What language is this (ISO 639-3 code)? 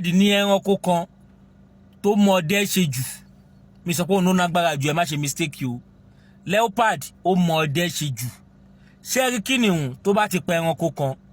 yor